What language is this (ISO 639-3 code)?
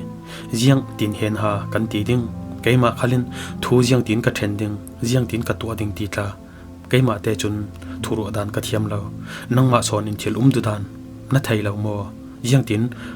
cfm